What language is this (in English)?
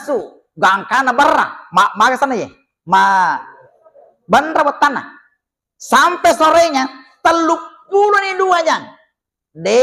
Buginese